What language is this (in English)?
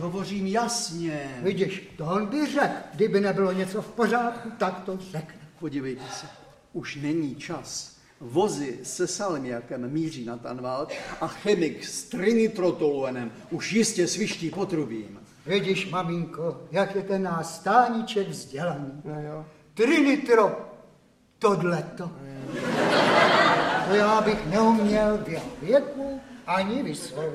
Czech